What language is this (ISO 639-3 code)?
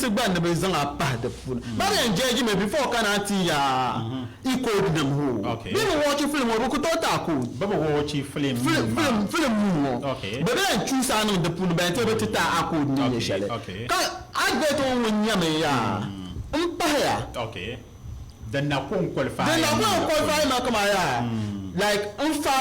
dag